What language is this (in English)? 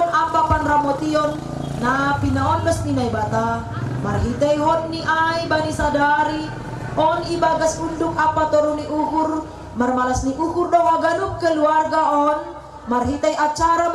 Batak Simalungun